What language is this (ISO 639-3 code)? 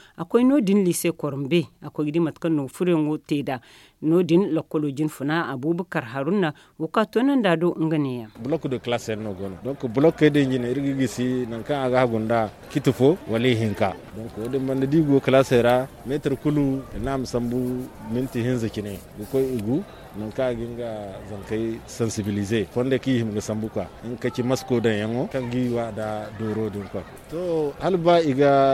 dje